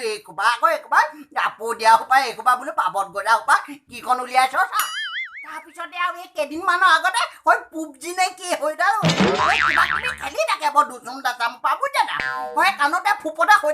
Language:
Assamese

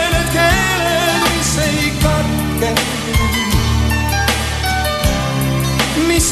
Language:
Estonian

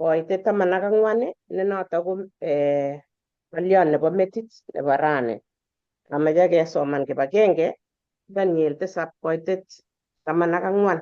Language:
Kalenjin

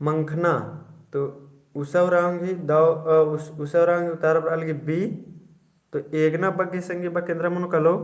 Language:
Kurukh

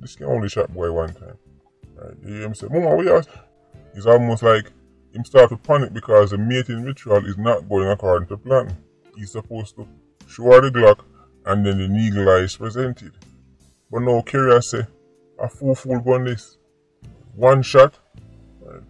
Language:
Jamaican Creole English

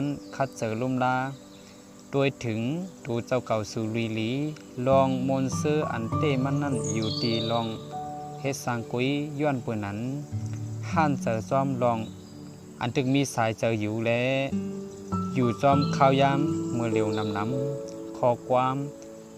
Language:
Shan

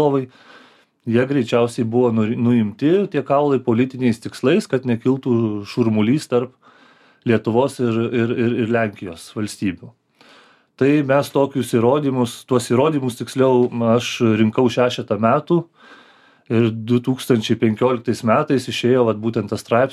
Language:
Lithuanian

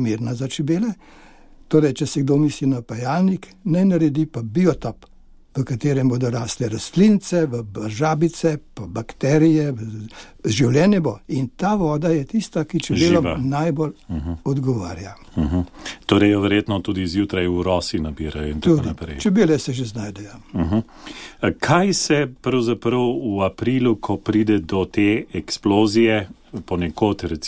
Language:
Slovenian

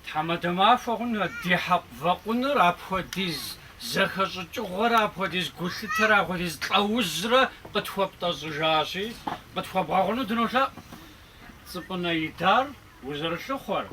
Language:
Kabardian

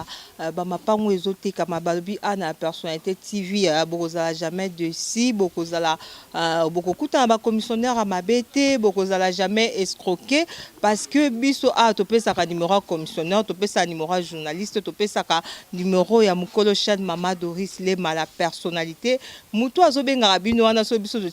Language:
Lingala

